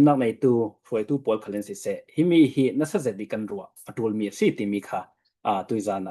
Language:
Falam Chin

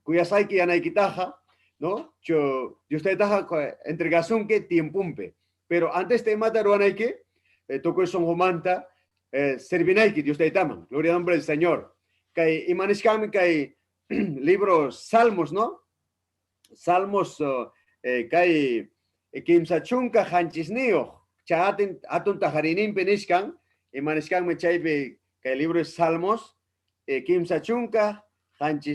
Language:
Ayacucho Quechua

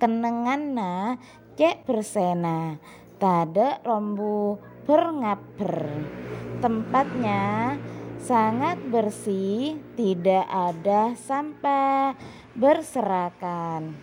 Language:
Madurese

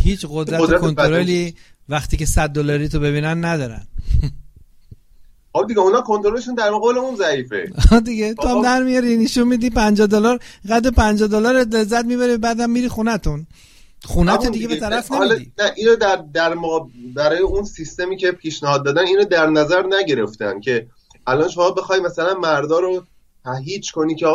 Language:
Persian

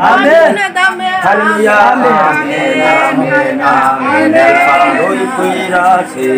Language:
Hmar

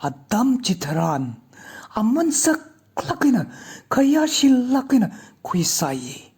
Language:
Tangkhul Naga (India)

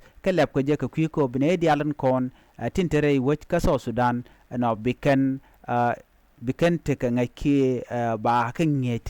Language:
Nuer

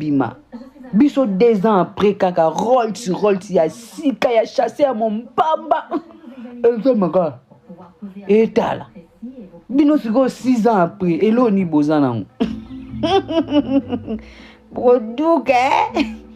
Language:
Lingala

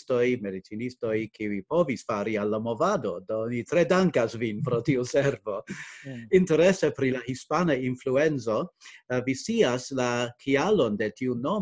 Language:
Esperanto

